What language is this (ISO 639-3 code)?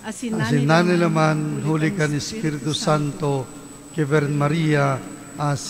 bik